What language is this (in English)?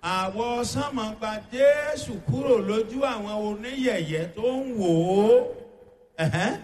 Yoruba